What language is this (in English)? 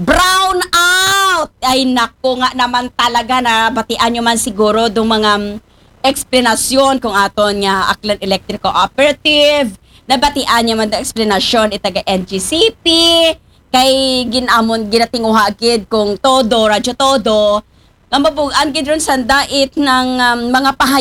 Aklanon